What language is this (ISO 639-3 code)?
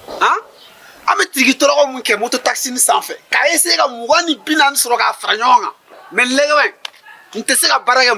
bam